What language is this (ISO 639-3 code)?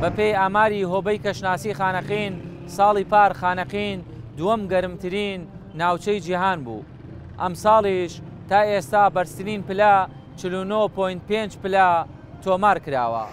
ckb